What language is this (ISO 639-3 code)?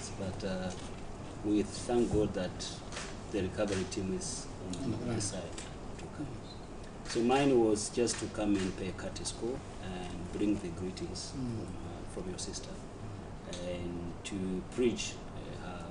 tsn